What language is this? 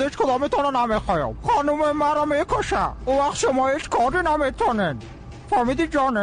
Persian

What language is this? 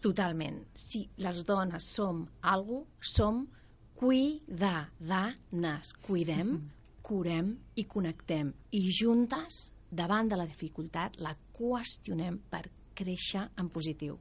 Catalan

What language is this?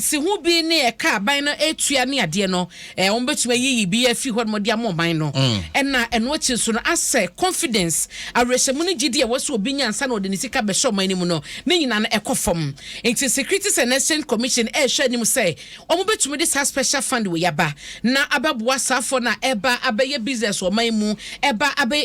Akan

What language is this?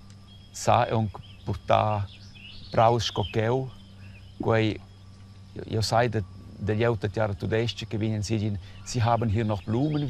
Romansh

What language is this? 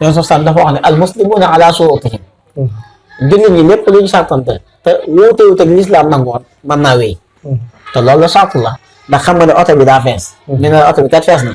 Wolof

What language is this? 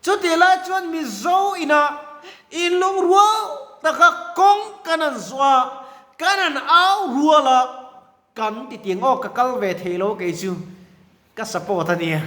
Mizo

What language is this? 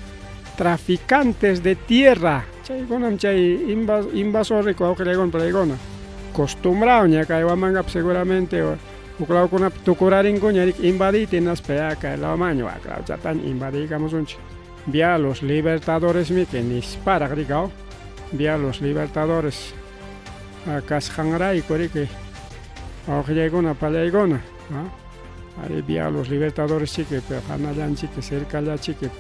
Ayacucho Quechua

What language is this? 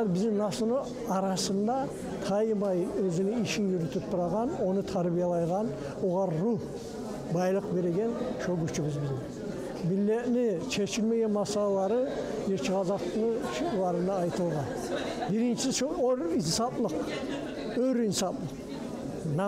Kumyk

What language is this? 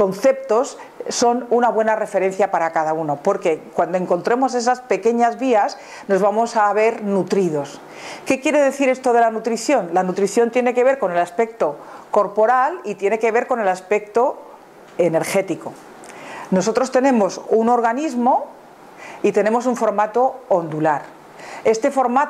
Spanish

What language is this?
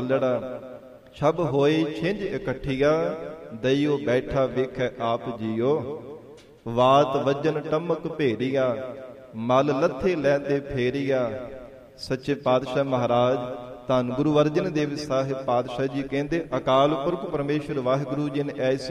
Punjabi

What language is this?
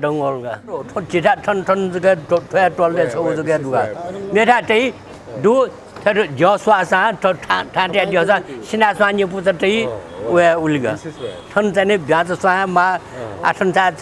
Newari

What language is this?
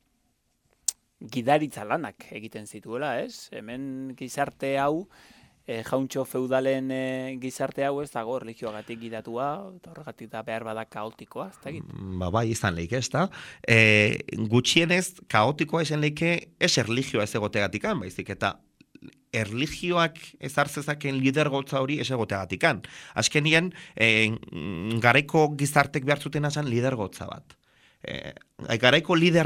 Basque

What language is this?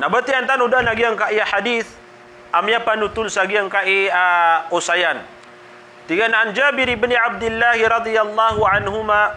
Maranao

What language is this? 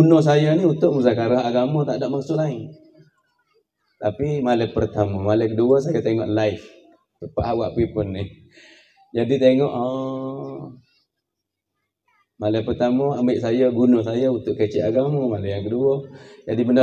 Malay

